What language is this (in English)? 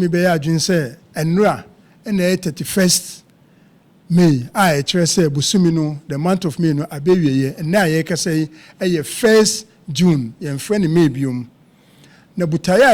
Akan